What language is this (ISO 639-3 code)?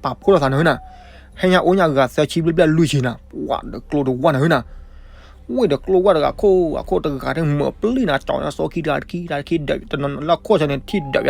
ksw